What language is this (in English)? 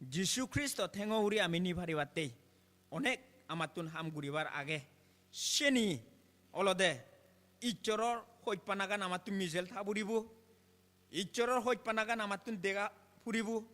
Chakma